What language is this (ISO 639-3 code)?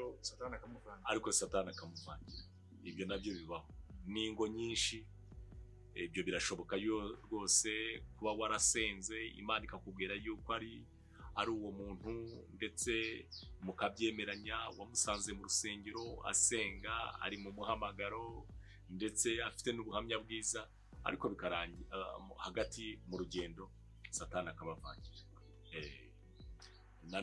kin